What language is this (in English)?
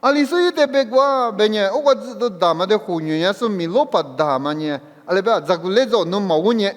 Lisu